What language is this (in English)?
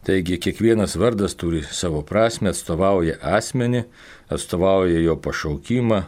Lithuanian